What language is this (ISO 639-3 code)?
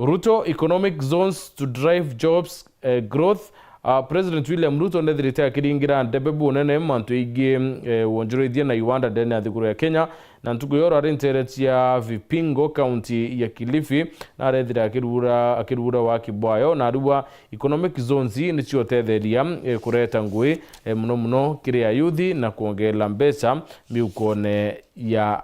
mer